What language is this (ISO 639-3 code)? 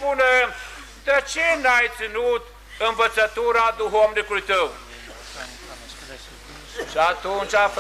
ron